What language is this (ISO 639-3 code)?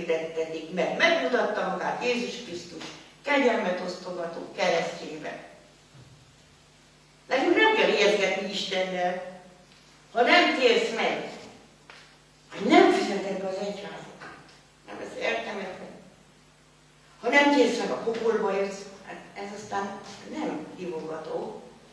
hun